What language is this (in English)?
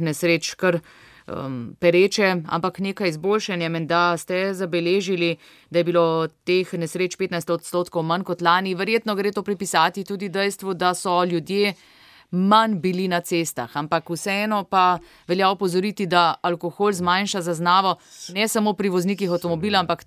Slovenian